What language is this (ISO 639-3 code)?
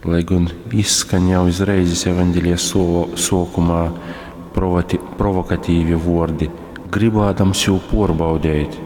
ltg